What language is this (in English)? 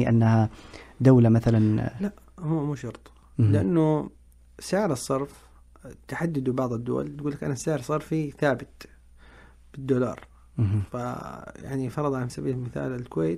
Najdi Arabic